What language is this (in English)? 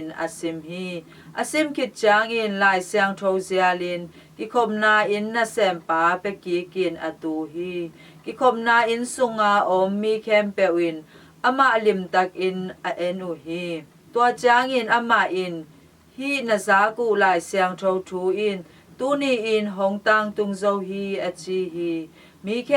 Tedim Chin